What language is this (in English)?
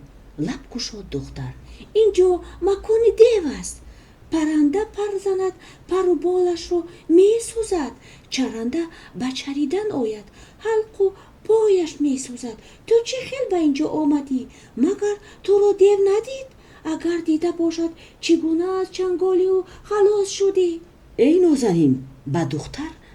Tajik